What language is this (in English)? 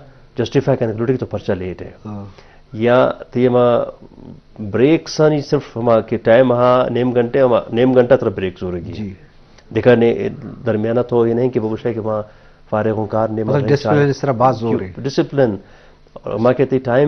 Baluchi